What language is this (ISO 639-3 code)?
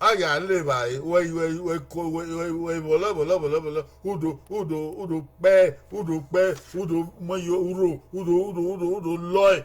bin